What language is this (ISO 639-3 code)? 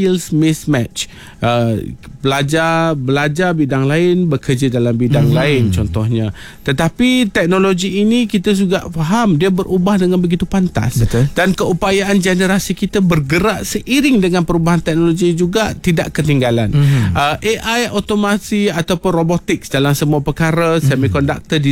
msa